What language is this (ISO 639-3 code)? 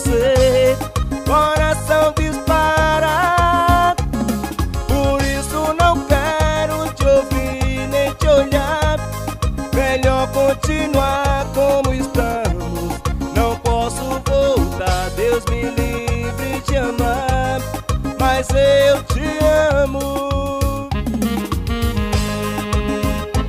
por